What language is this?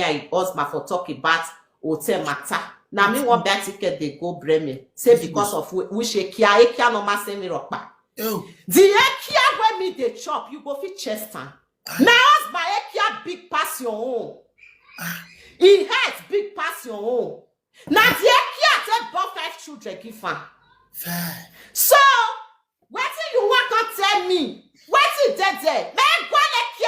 Nigerian Pidgin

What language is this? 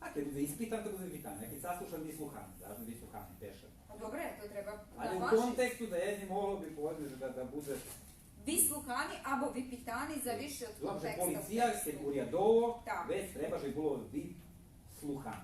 Rusyn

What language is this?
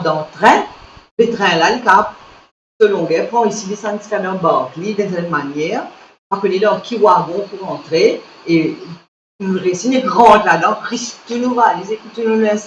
Morisyen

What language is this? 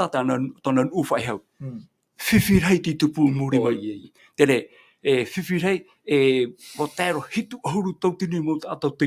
Tahitian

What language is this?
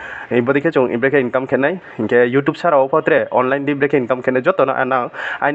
Riang (India)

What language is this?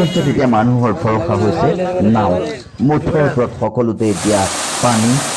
Assamese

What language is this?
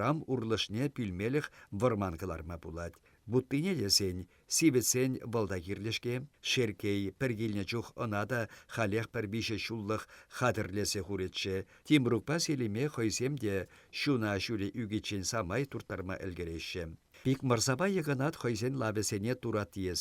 Chuvash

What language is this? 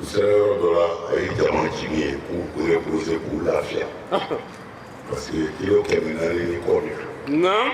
Bambara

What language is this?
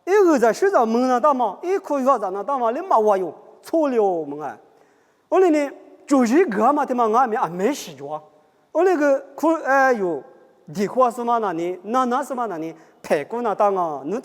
Lisu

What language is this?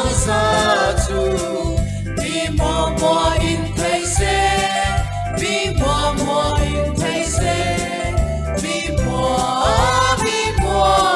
Falam Chin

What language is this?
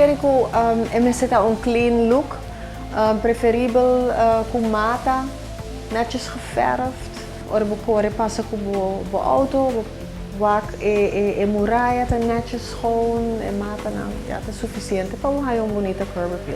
Papiamento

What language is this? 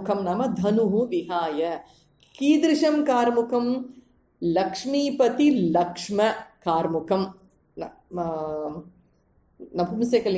Sanskrit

